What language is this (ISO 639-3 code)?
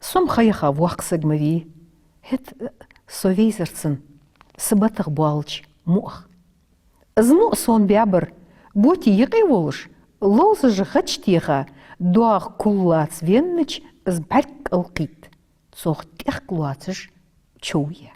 inh